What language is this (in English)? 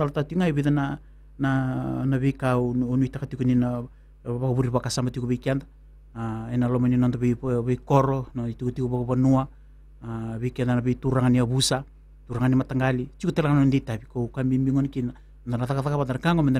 Fijian